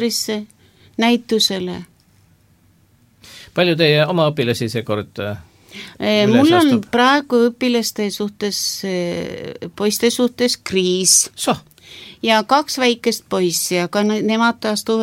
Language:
Estonian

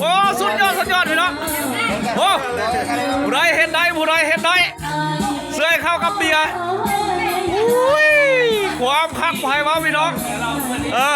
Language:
Lao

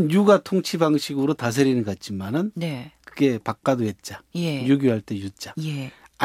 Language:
Korean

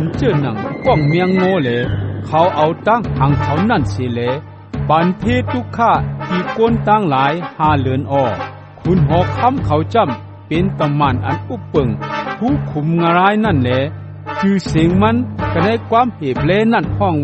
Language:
Shan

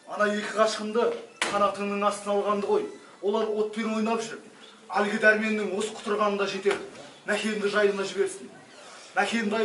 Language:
Kazakh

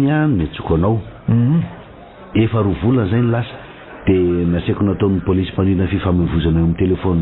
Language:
Malagasy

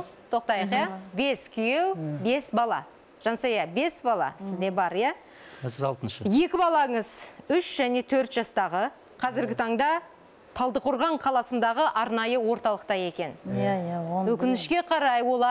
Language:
Kazakh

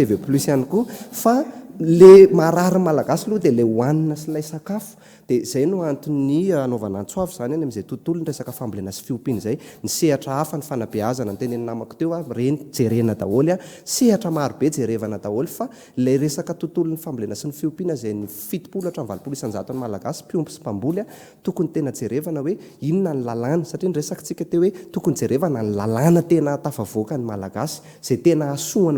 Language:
Malagasy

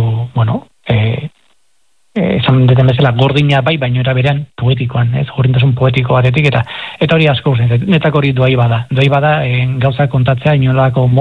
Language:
Basque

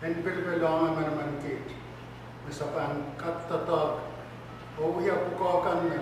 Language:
Pohnpeian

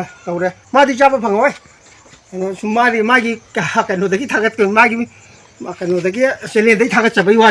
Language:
Manipuri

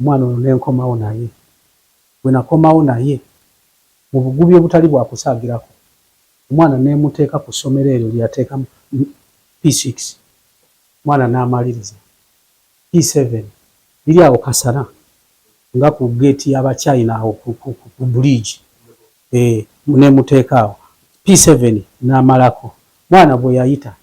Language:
Ganda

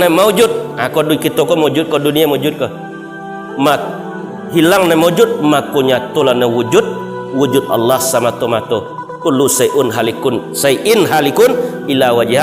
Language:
Minangkabau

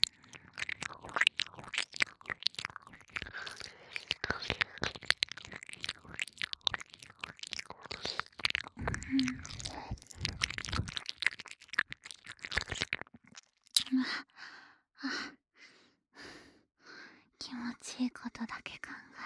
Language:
Japanese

